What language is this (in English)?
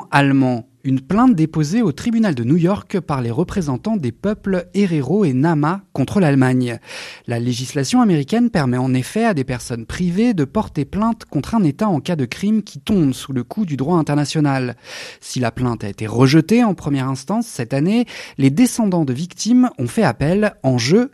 French